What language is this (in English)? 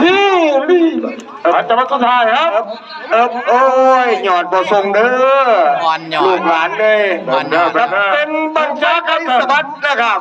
Northeastern Thai